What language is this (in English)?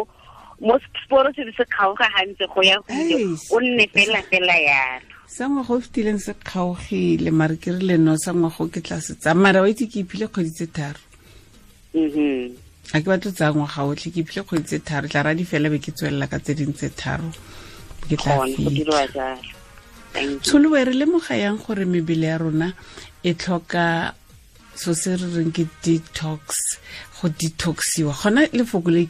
Tswana